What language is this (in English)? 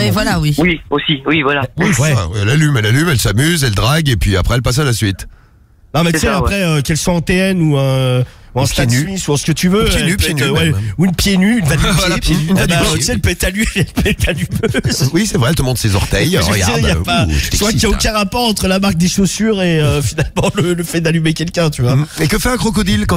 French